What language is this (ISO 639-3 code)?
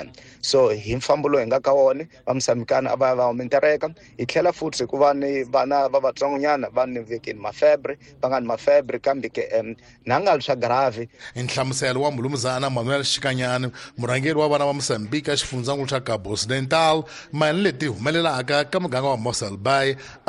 tso